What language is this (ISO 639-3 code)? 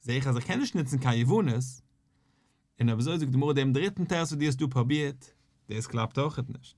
yid